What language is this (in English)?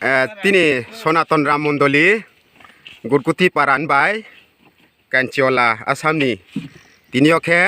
Riang (India)